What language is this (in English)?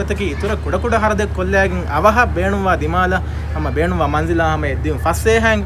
Divehi